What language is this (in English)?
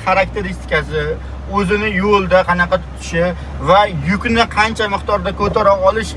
Uzbek